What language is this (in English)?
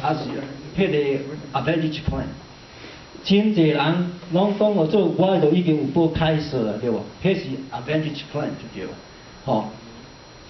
Min Nan Chinese